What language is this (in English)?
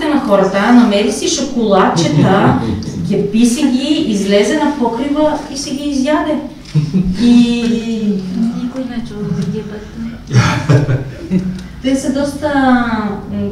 Bulgarian